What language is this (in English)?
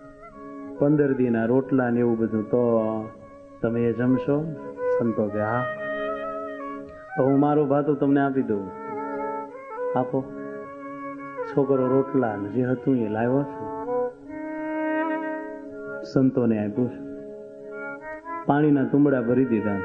Gujarati